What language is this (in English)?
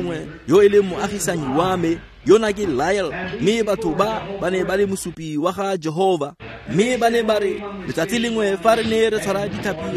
Tswana